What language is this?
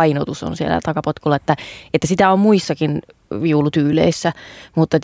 Finnish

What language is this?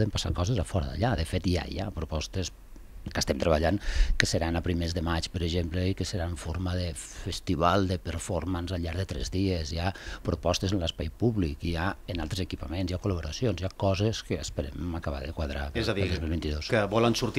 Catalan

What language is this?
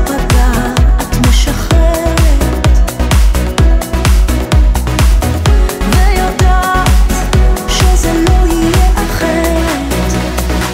Hebrew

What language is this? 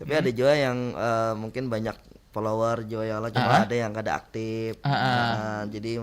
Banjar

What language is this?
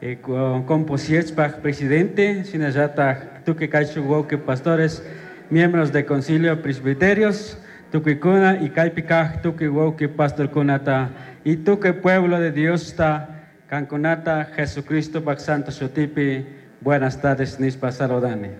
Chimborazo Highland Quichua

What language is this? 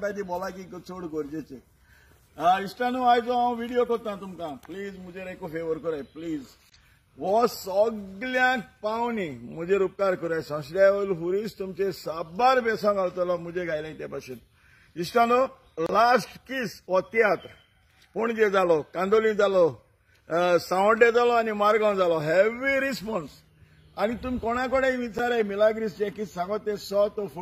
Konkani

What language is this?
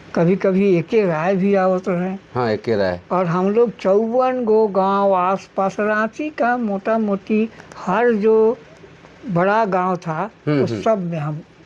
Sadri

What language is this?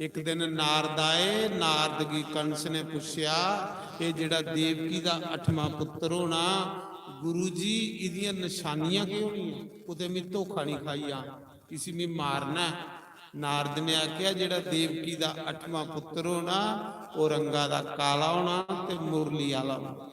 Dogri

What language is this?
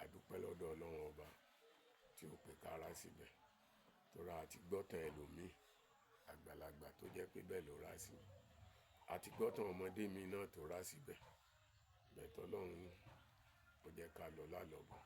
Yoruba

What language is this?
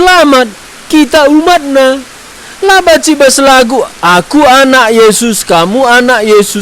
Batak Karo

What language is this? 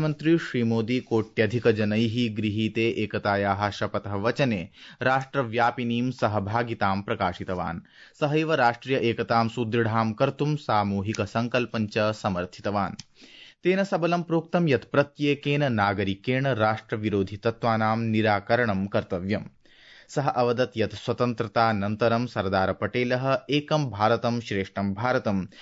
Sanskrit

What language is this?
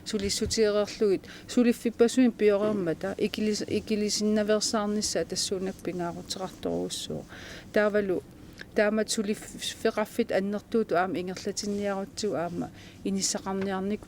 Kalaallisut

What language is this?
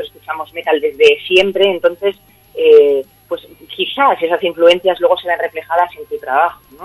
Spanish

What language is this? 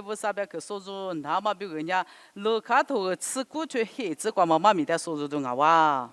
Lisu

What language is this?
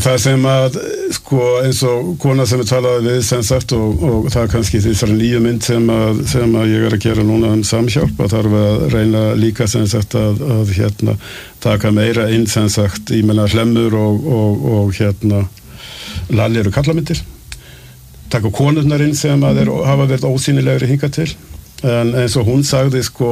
Icelandic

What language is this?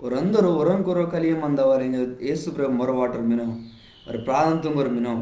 Koya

